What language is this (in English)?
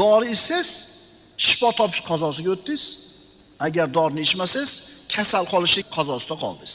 Uzbek